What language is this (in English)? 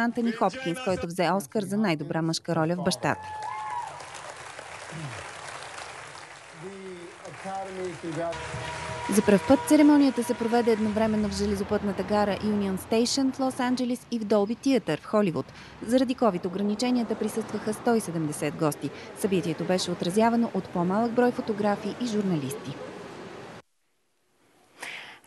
Bulgarian